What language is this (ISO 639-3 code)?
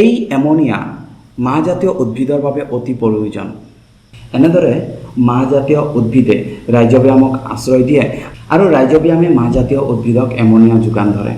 asm